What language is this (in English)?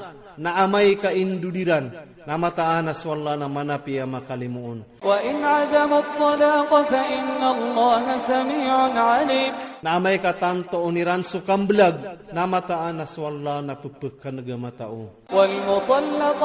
Iranun (Philippines)